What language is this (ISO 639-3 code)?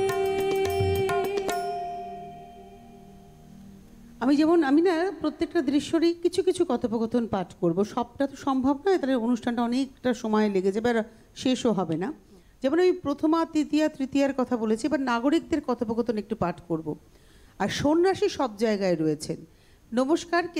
ben